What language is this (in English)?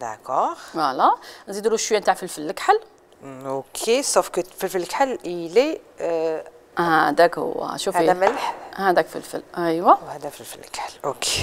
Algerian Arabic